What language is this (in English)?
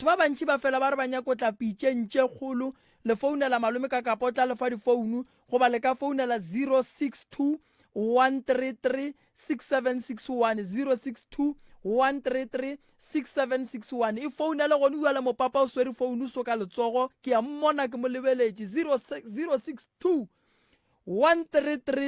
Northern Sotho